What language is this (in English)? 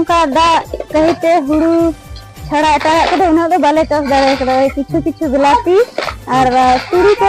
Santali